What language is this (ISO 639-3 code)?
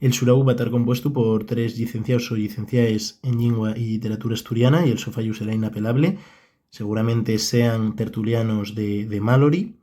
ast